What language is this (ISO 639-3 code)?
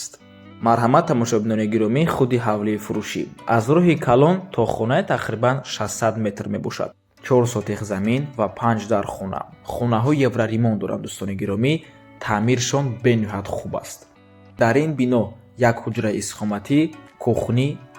tgk